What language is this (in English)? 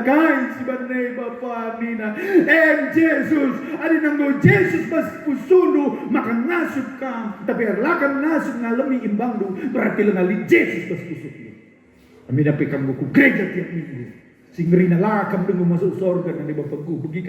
Batak Karo